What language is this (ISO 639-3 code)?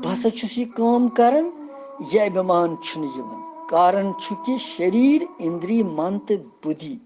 kas